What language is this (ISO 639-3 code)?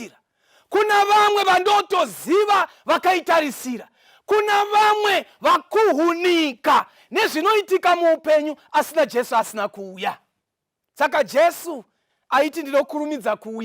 sna